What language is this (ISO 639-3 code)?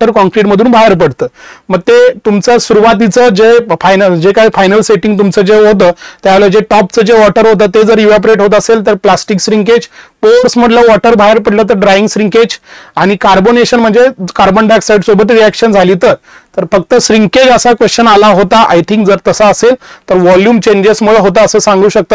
mar